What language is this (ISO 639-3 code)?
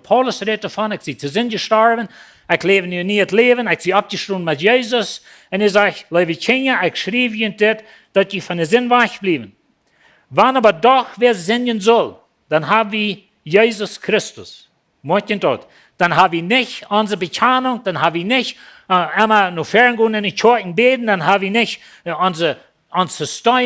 pdt